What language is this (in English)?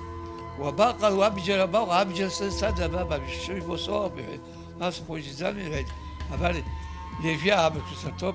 Abkhazian